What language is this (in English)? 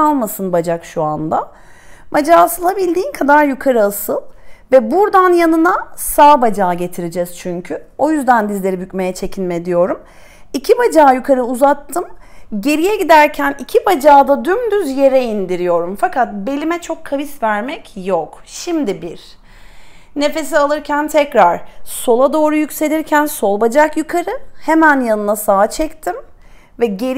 Turkish